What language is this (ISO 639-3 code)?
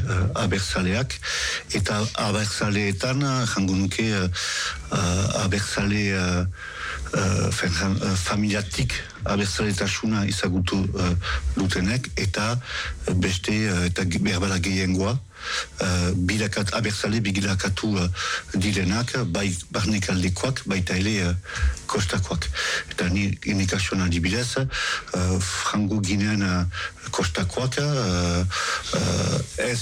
eus